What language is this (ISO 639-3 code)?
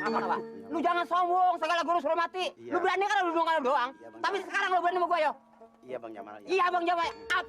bew